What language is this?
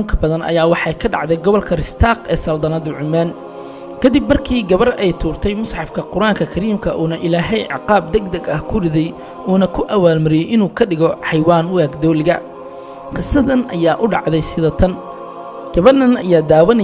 Somali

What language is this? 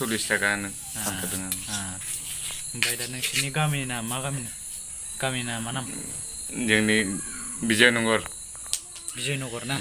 Bodo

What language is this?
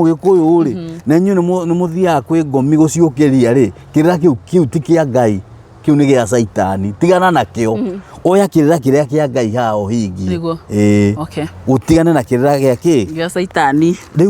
Kikuyu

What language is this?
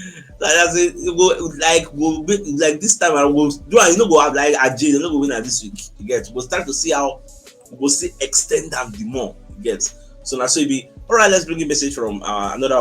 Nigerian Pidgin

